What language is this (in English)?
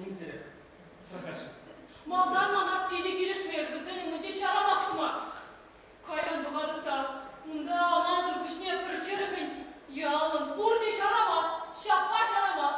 Chuvash